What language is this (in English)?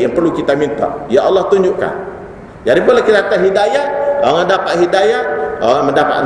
Malay